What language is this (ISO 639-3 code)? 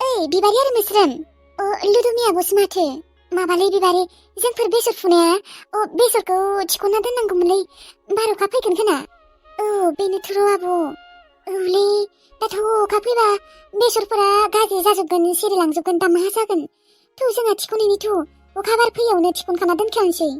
brx